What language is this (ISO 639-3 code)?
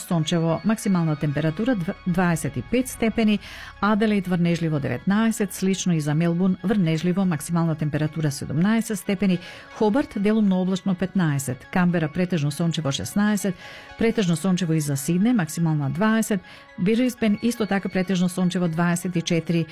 mkd